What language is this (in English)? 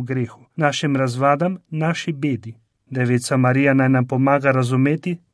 Slovenian